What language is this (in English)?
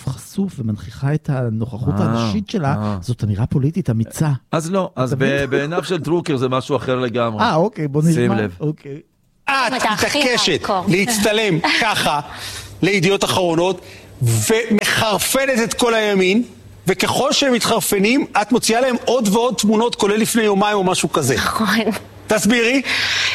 Hebrew